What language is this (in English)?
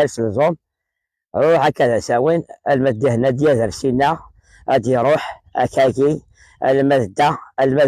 Kabyle